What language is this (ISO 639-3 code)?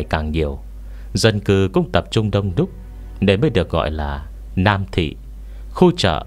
vie